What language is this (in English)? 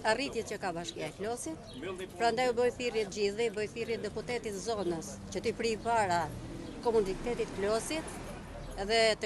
Albanian